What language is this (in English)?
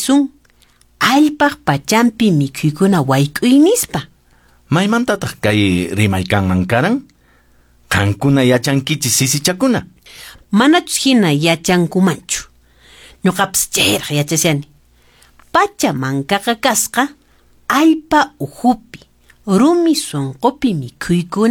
Quechua